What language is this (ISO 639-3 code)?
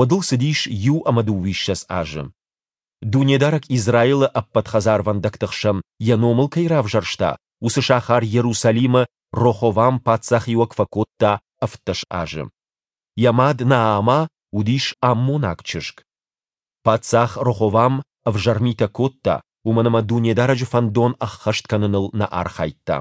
oss